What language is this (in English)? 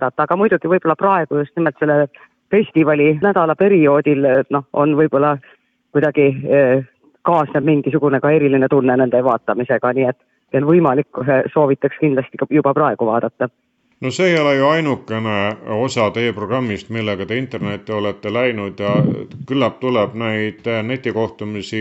Estonian